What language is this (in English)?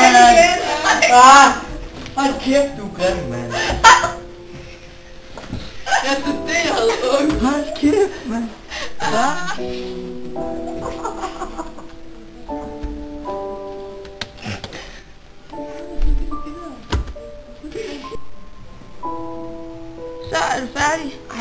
Danish